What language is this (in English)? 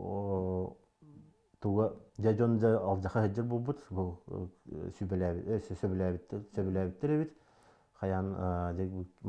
Yakut